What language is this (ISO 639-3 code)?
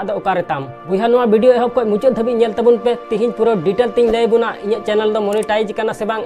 sat